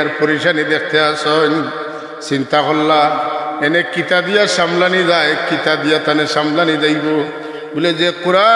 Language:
Sylheti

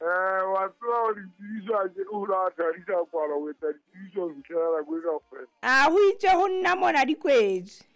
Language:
Southern Sotho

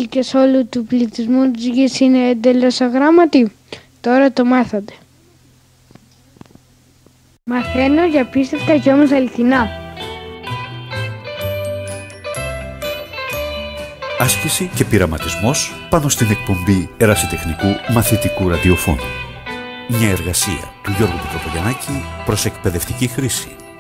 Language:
Greek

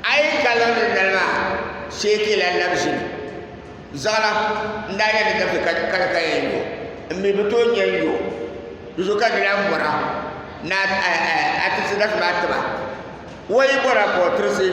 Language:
Dagbani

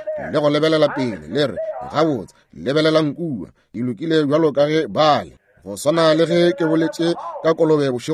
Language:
Northern Sotho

